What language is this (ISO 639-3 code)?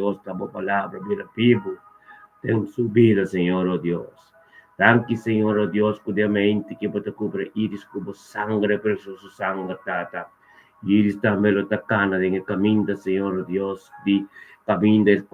pap